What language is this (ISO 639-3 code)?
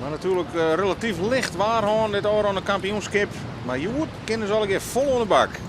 fry